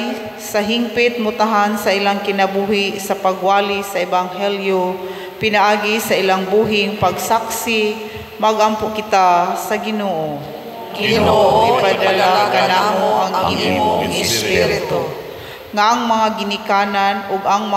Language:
Cebuano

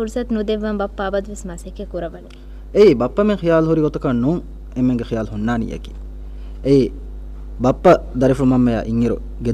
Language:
Divehi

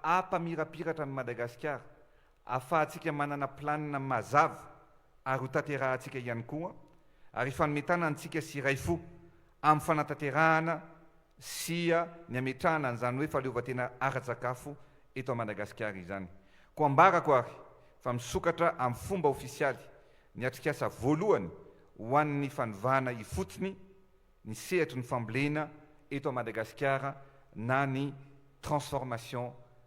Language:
Malagasy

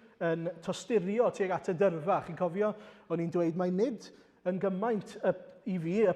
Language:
Welsh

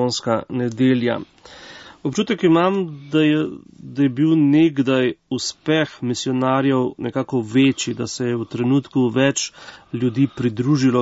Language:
Slovenian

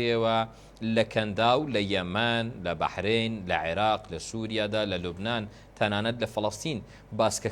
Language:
Central Kurdish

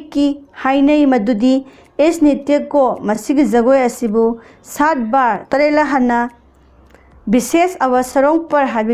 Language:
Manipuri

